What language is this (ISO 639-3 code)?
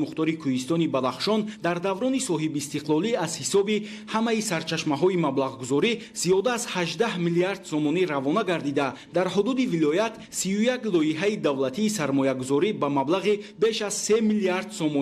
tgk